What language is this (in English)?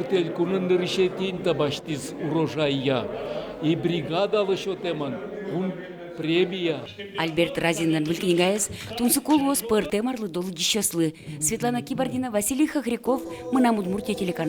Udmurt